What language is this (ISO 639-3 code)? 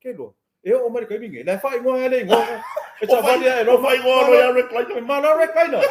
smo